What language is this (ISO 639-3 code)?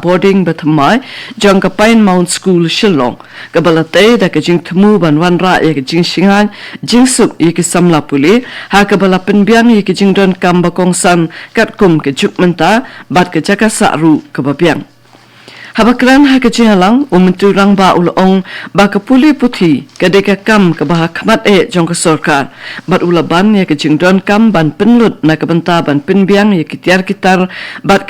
kha